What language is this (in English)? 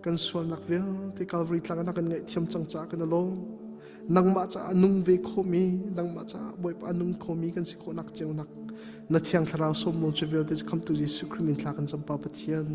Hakha Chin